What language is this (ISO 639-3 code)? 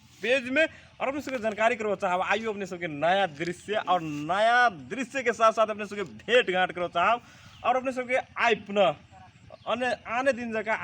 mag